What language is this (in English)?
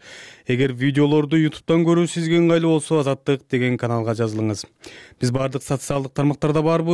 Kyrgyz